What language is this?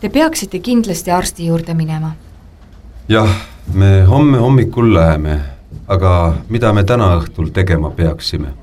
Estonian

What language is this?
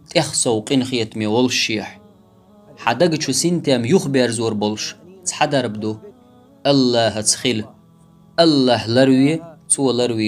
Chechen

